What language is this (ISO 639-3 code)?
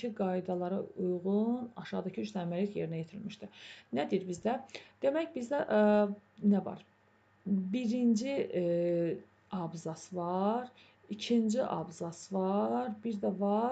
aze